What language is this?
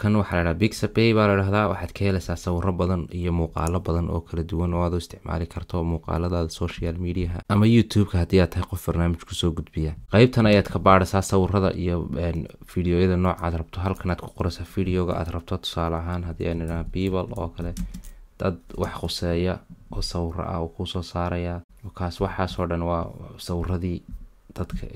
Somali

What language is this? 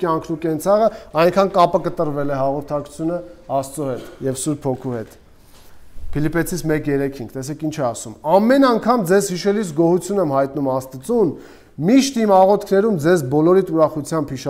Armenian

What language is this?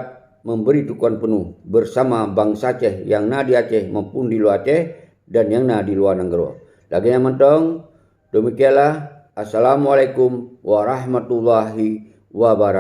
Achinese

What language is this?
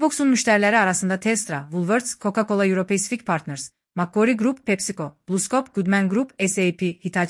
Azerbaijani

